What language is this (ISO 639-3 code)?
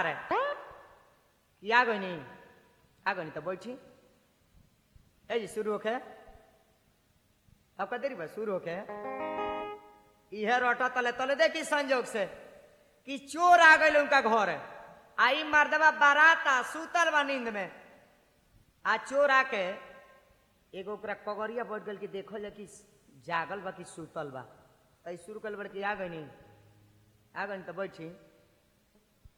bho